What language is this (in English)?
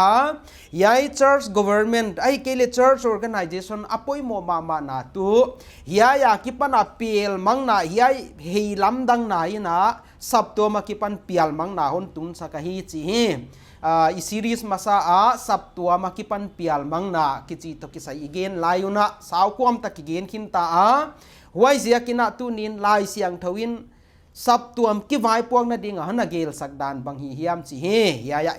Paite Chin